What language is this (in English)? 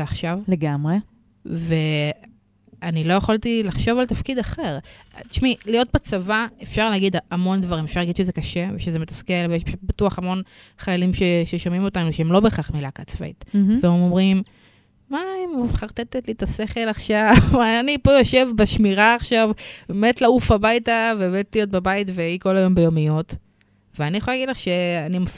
Hebrew